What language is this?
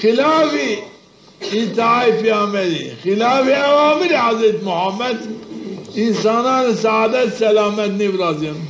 Zaza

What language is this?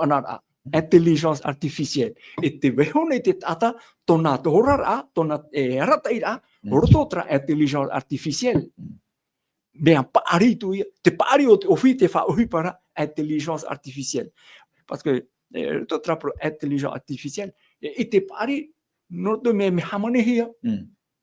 Tahitian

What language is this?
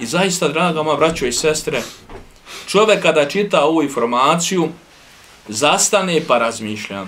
Bosnian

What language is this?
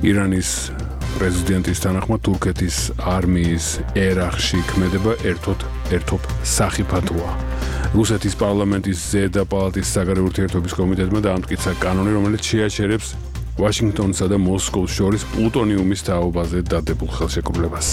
Georgian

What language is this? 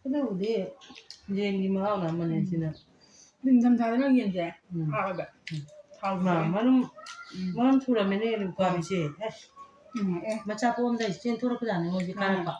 Manipuri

